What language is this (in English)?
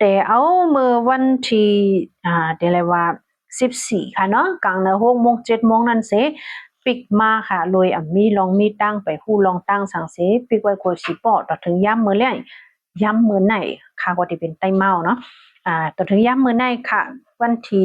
Shan